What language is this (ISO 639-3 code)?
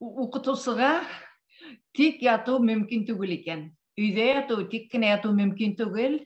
bak